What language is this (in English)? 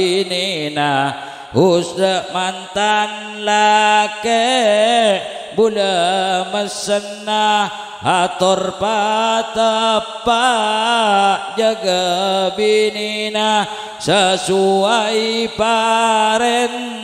Madurese